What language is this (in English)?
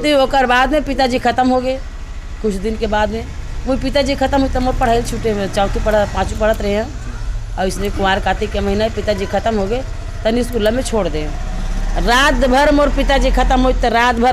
Chhattisgarhi